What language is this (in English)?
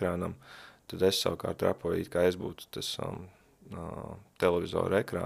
Latvian